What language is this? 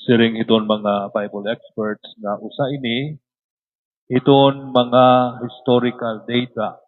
Waray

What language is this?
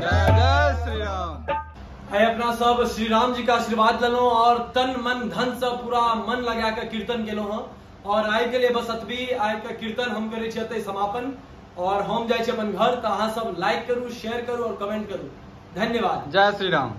Maithili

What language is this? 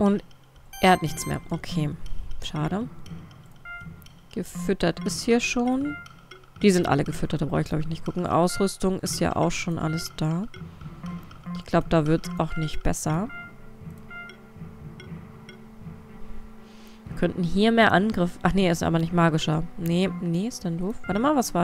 German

